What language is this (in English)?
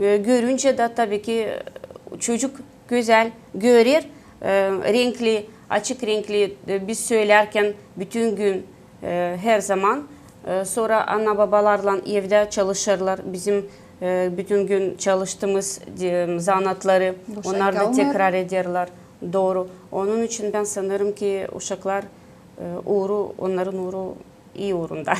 Gagauz